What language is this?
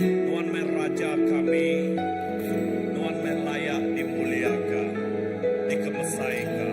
Iban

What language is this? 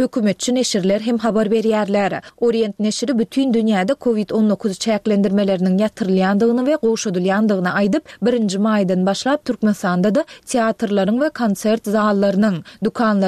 Turkmen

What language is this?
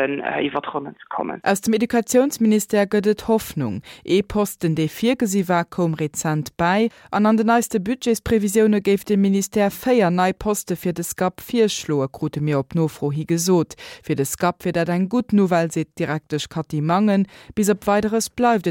Luxembourgish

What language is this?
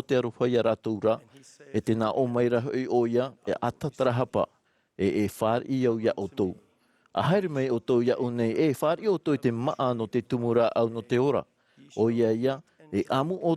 Tahitian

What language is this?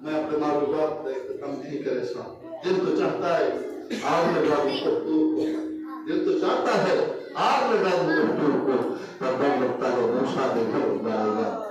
Saraiki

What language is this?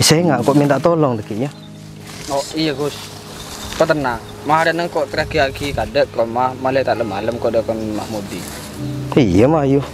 Madurese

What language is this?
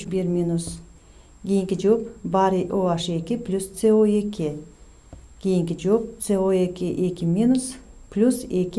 Kyrgyz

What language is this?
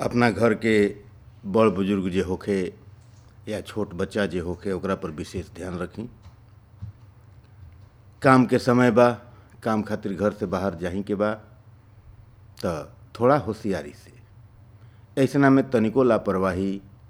Bhojpuri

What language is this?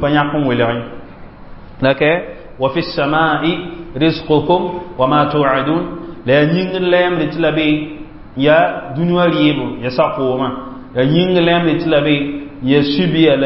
Mossi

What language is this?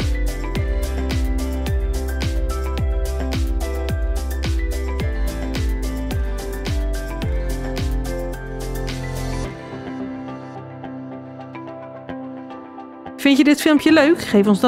Dutch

